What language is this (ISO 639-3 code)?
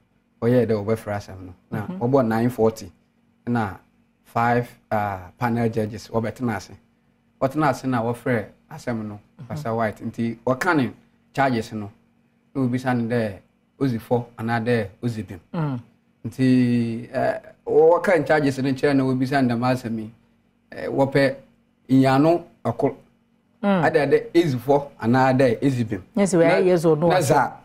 aka